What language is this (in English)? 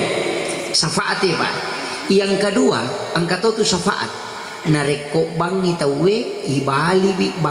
Buginese